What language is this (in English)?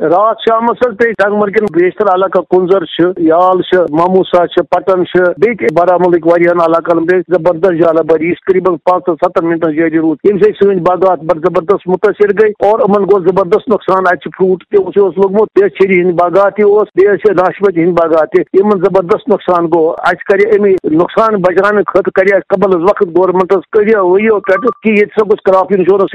Kashmiri